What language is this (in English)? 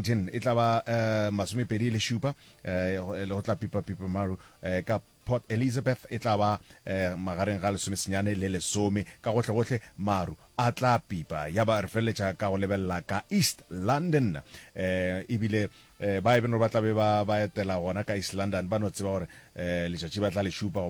Northern Sotho